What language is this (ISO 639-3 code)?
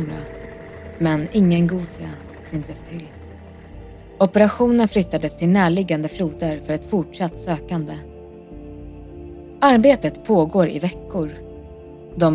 swe